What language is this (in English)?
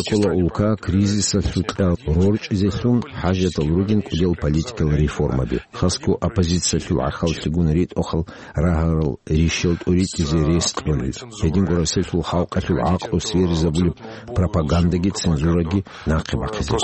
Avaric